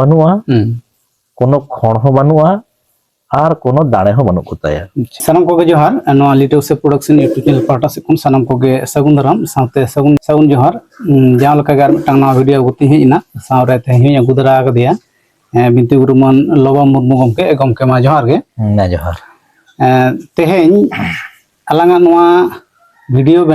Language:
Santali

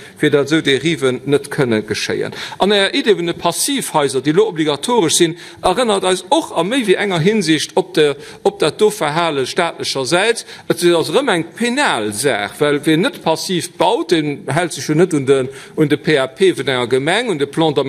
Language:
Luxembourgish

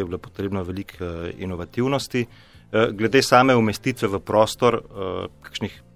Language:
Slovenian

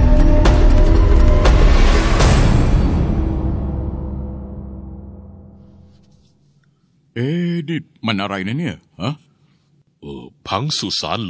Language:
Thai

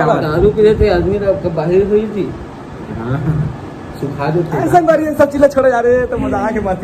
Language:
Chhattisgarhi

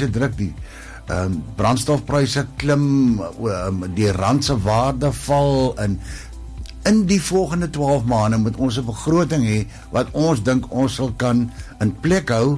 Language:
Afrikaans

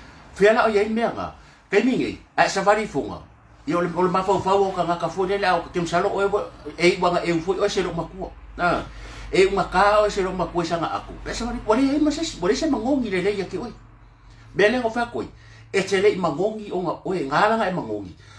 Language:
Samoan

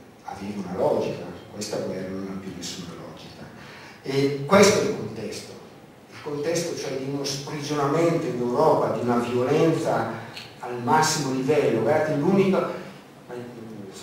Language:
Italian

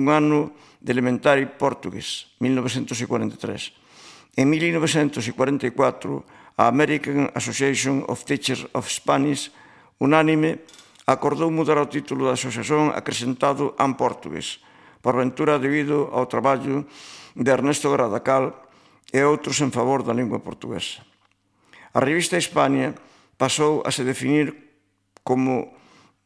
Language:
Galician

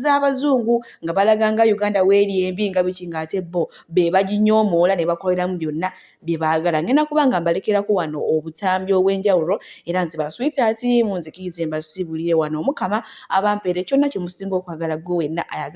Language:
Ganda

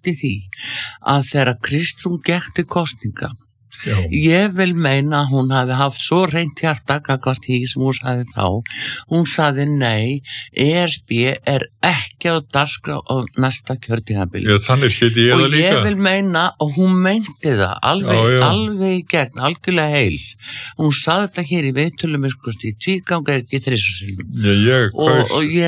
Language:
Icelandic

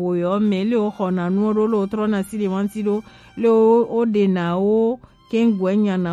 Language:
Gen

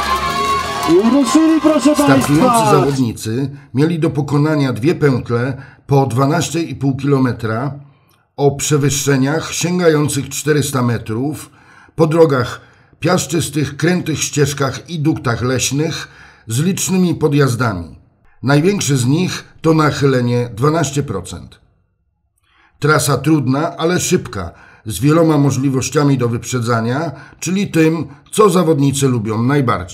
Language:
Polish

